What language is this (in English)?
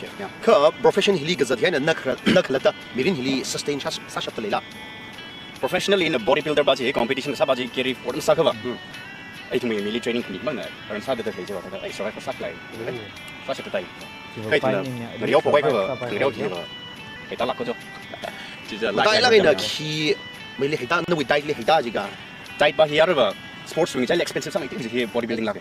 Tangkhul Naga (India)